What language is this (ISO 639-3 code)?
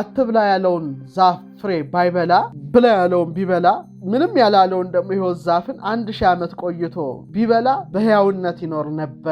amh